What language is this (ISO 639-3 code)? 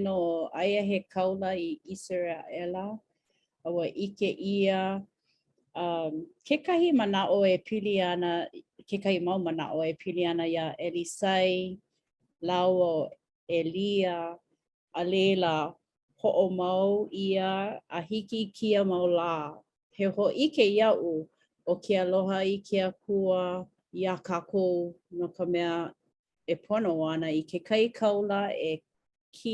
haw